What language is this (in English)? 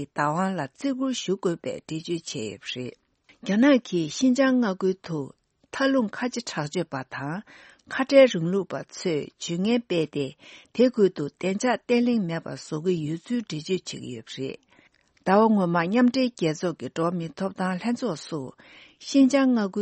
Tibetan